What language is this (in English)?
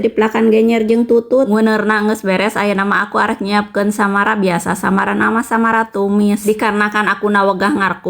Sundanese